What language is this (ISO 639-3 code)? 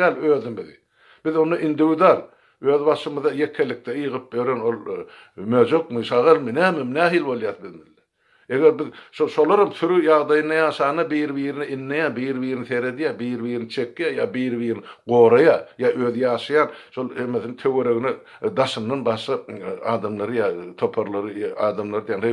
tuk